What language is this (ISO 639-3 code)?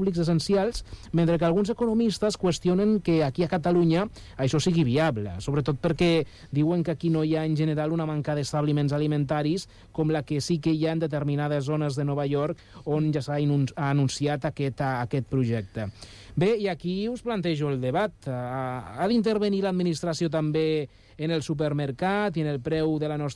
cat